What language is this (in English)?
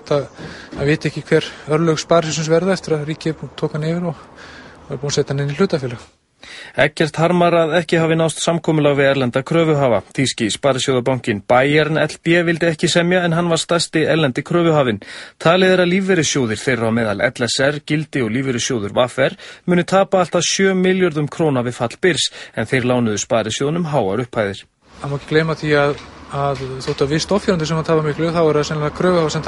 Icelandic